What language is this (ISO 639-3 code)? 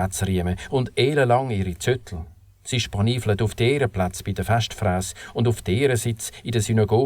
gsw